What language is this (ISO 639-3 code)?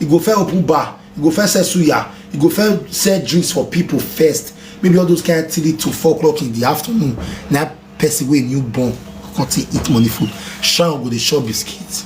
pcm